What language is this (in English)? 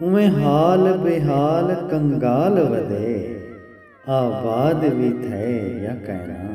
Saraiki